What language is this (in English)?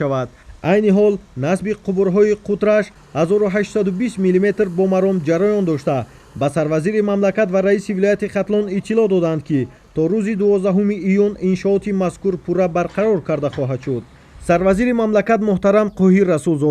Tajik